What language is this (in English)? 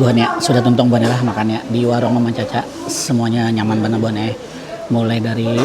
Banjar